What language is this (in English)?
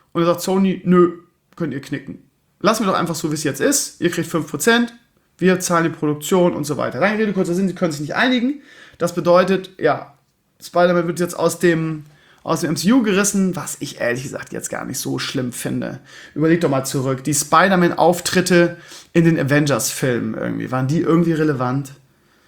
German